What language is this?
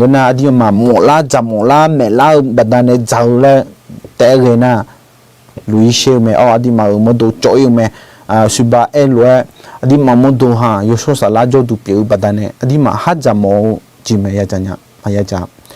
Akha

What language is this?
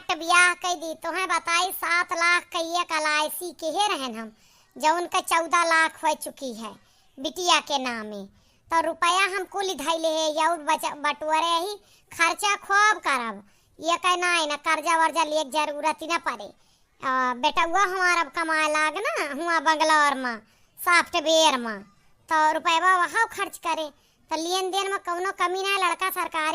Awadhi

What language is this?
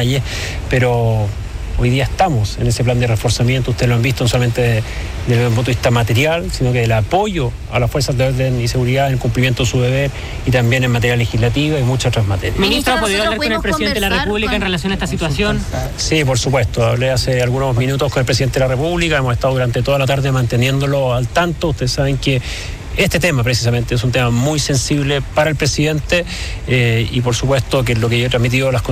Spanish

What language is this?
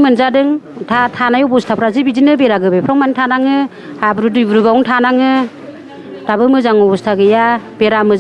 Bodo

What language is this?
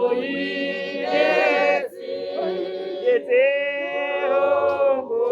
Tswana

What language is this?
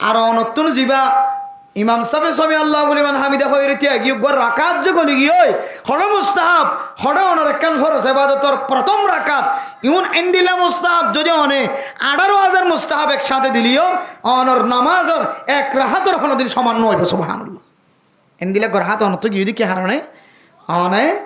Rohingya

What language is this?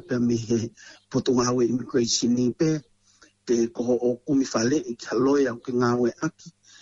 Tongan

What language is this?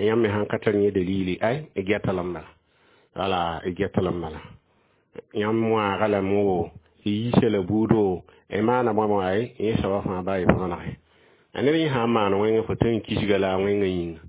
Mossi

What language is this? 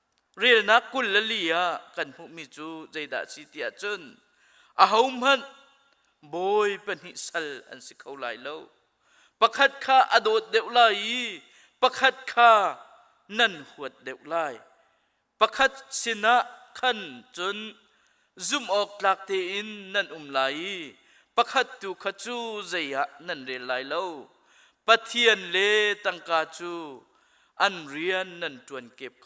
Hakha Chin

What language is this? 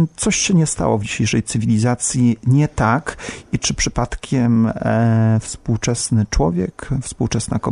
Polish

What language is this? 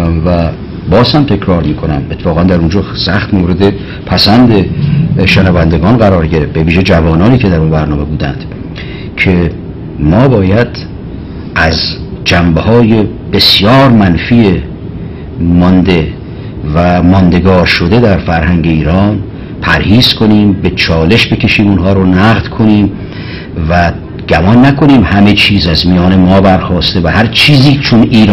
Persian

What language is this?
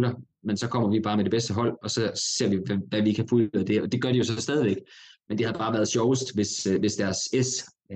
Danish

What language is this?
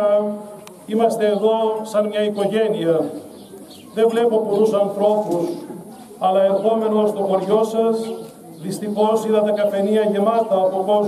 Greek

